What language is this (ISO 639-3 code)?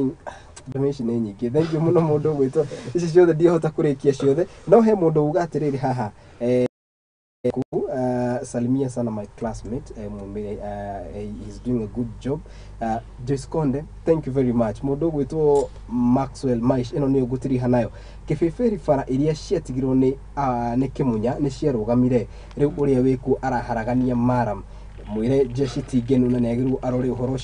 kik